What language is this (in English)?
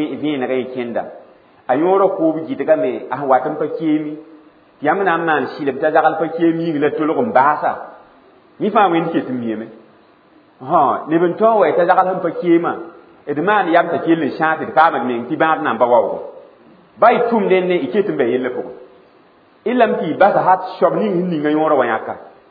Mossi